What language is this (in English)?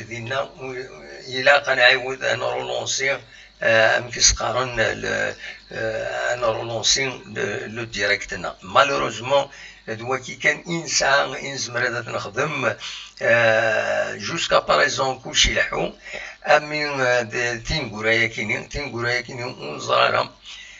Kabyle